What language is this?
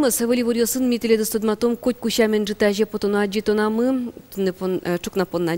Udmurt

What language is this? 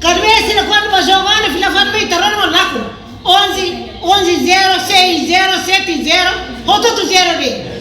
Tetum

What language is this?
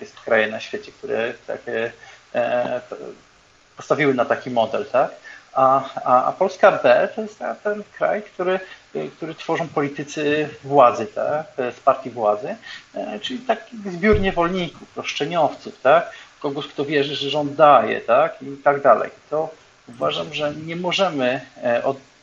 Polish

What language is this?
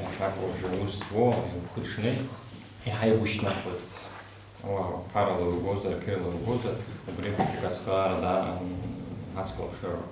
Abkhazian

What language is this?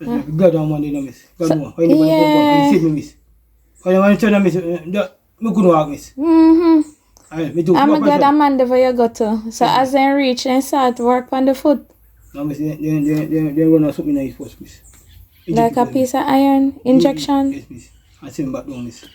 Jamaican Creole English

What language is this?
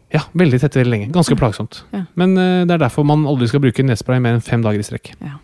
Norwegian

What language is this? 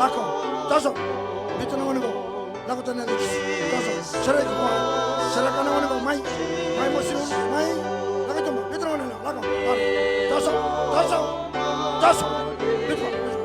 Fijian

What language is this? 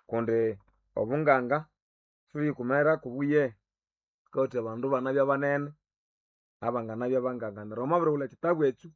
Nande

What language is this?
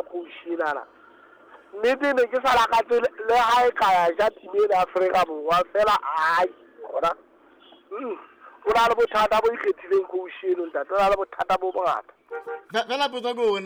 Southern Sotho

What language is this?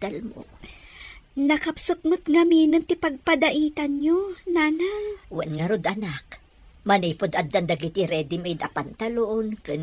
Iloko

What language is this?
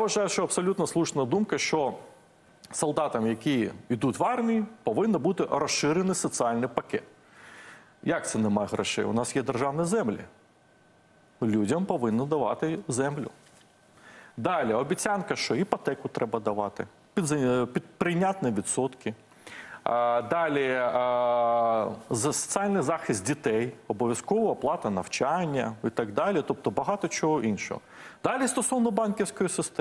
Ukrainian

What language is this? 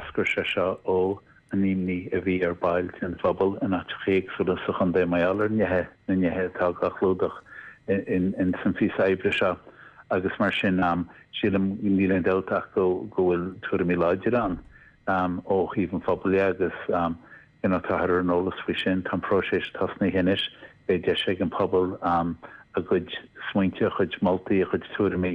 Irish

